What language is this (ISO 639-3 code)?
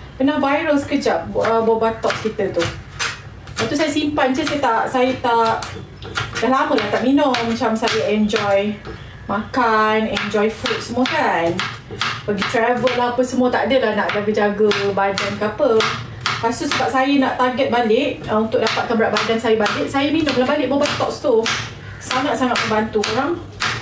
msa